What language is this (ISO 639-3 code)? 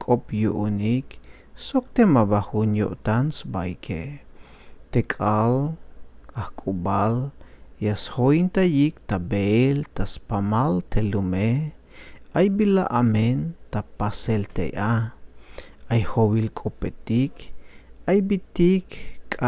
tzh